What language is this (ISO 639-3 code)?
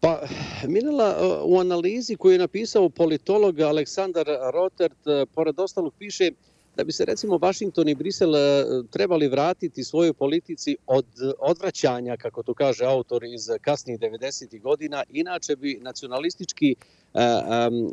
hrv